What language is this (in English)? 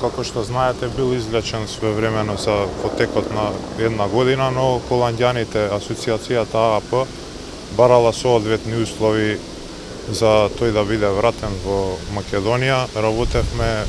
Macedonian